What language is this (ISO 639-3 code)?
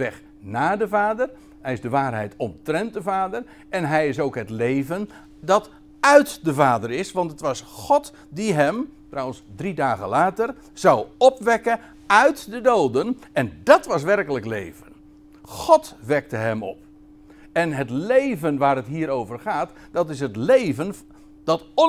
nld